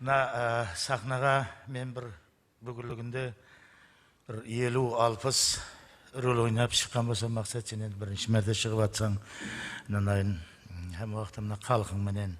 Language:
Kara-Kalpak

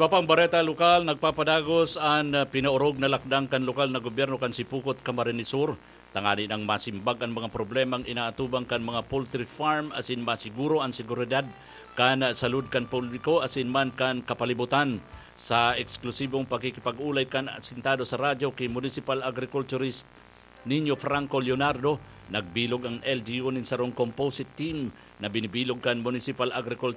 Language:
Bikol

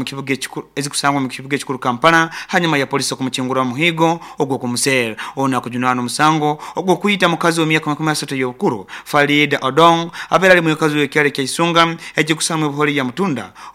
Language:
Nyoro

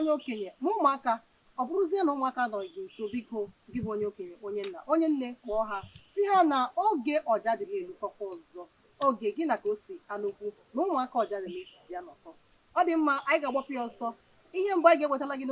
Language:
Igbo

